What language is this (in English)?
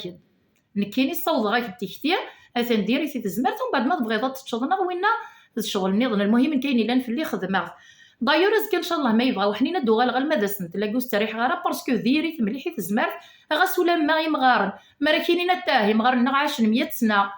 Kabyle